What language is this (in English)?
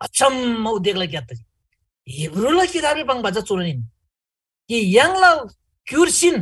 Eastern Tamang